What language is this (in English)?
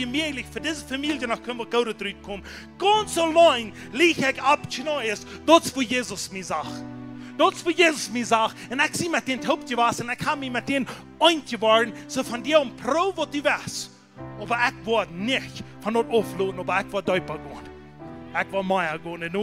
Plautdietsch